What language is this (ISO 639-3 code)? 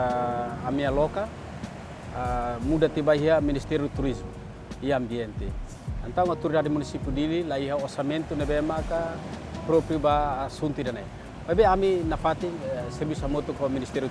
tet